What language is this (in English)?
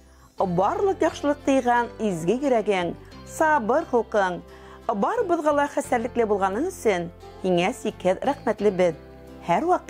Bashkir